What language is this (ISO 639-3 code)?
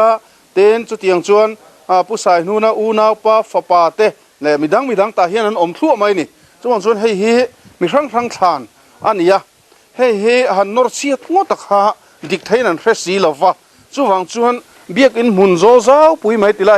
lus